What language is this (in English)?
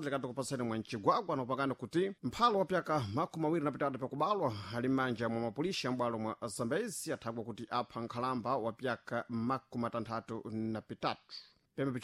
Sena